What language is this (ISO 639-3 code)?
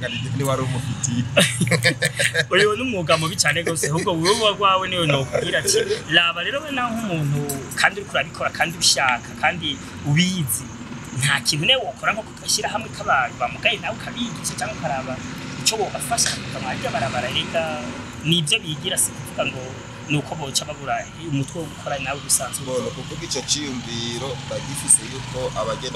run